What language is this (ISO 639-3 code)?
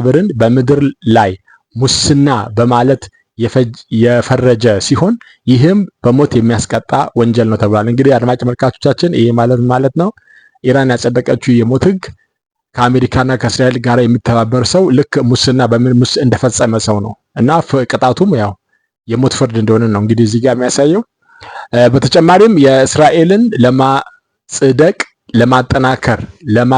amh